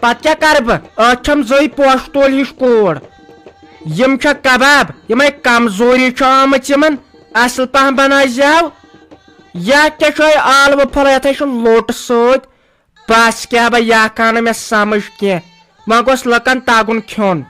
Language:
Kashmiri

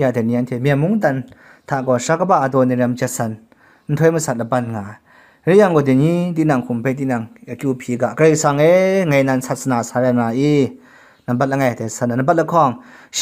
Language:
Kachin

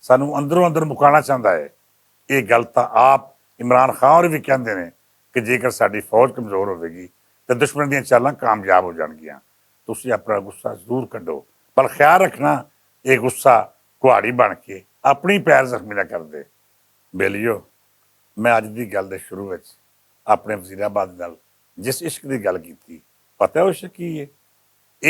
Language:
Western Panjabi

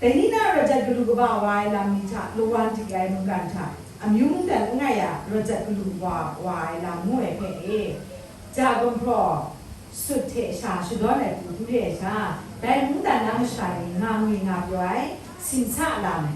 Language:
Kachin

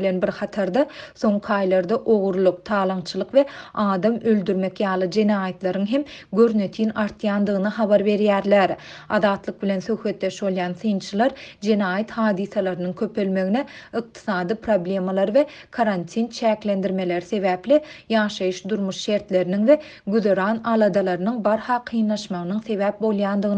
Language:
Turkmen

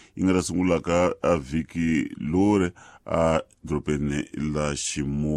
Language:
Tsonga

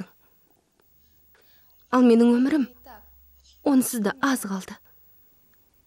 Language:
Kazakh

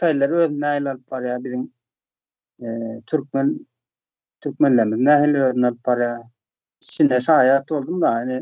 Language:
Turkmen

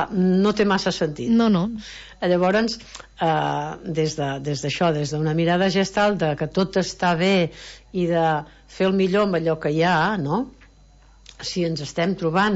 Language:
Catalan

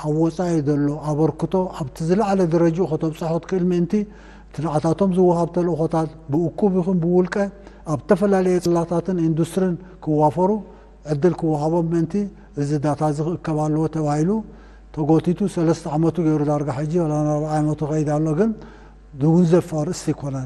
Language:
Tigrinya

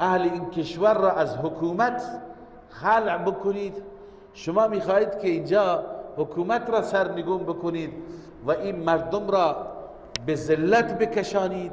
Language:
Persian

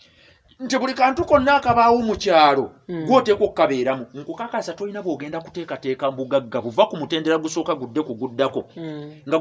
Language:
Ganda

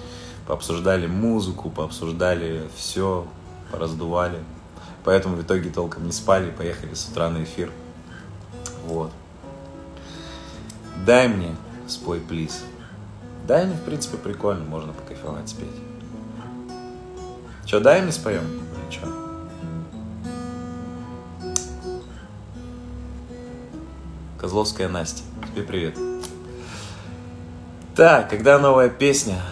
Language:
Russian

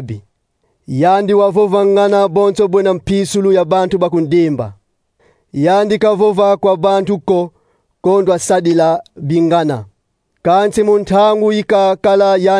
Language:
Kongo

